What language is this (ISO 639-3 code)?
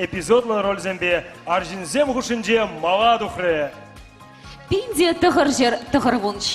chv